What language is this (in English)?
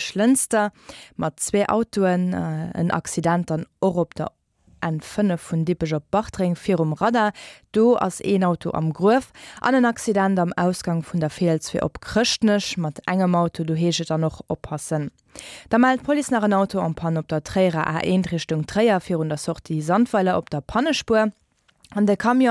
Luxembourgish